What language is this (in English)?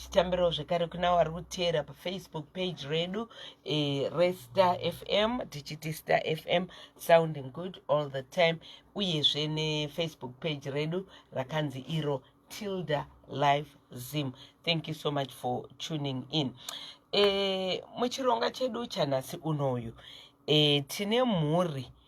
Shona